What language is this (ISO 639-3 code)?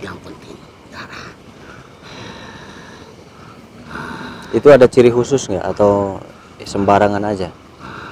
ind